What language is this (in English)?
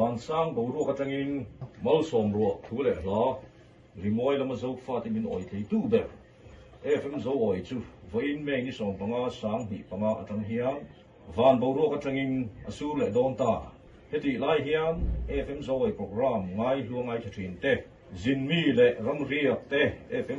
Mizo